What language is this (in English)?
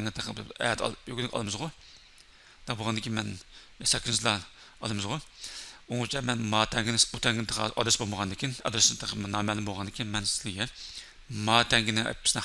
Uyghur